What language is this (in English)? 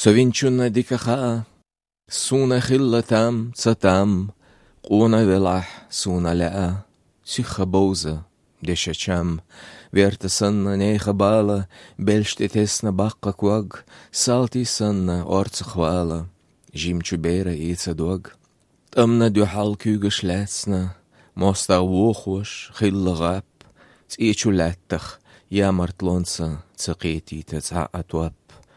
Slovenian